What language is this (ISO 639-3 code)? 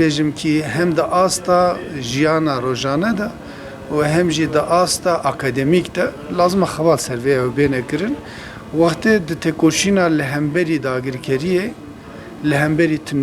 kur